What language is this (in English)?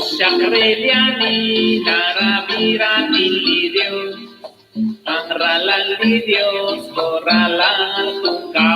Kekchí